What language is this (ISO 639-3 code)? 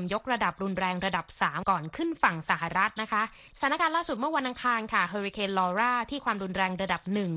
tha